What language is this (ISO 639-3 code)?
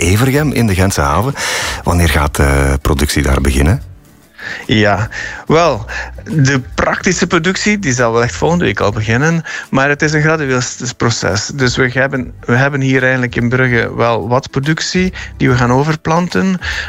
nld